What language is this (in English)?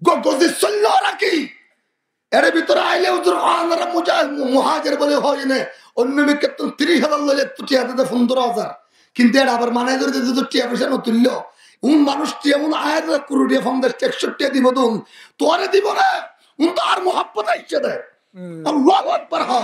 Rohingya